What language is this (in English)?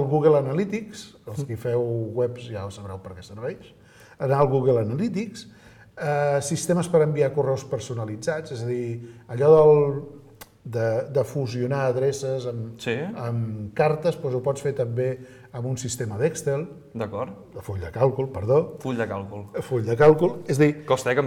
Catalan